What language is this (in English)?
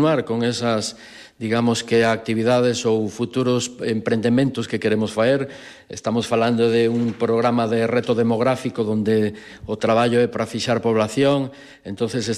Galician